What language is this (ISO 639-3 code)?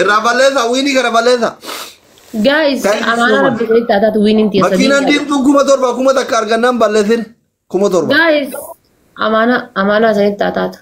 orm